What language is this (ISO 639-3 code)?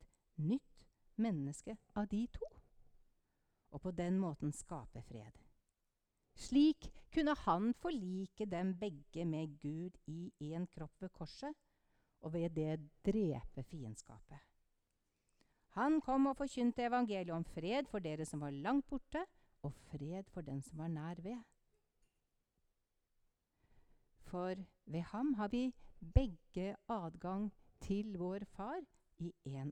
nor